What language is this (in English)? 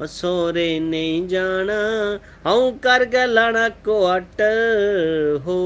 Dogri